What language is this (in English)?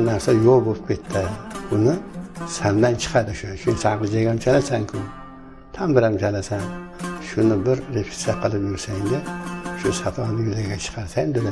Uzbek